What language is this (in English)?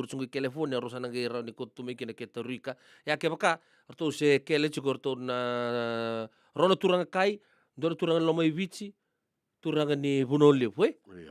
Fijian